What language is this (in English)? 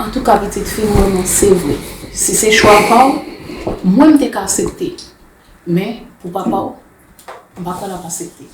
Haitian Creole